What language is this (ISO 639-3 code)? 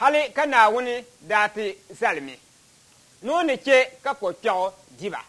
dag